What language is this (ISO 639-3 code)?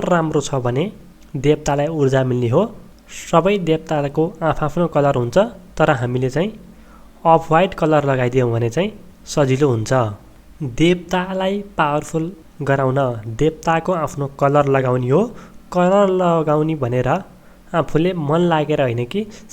nep